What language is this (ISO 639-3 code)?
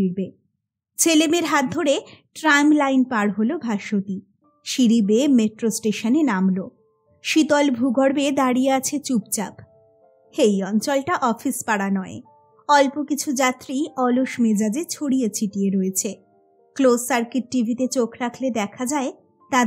ben